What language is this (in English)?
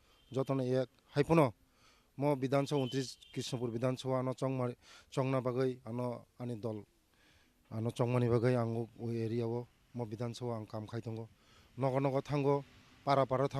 Kok Borok